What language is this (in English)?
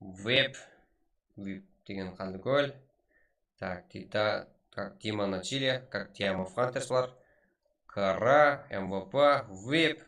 Kara-Kalpak